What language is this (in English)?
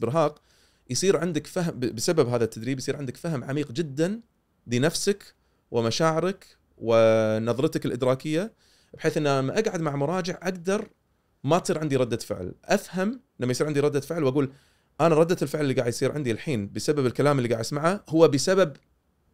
Gulf Arabic